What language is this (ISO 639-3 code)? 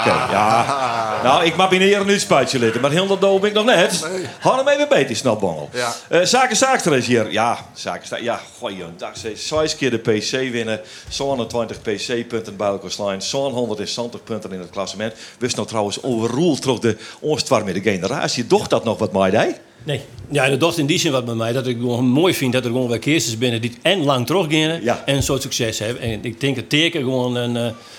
fry